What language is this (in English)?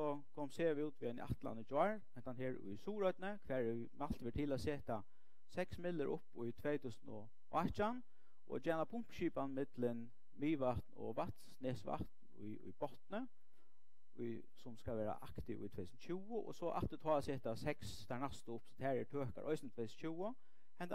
Faroese